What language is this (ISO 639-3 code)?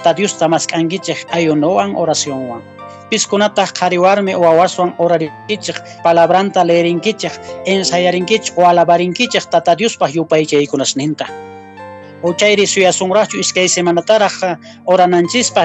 que